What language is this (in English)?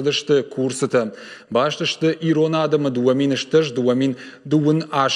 Ossetic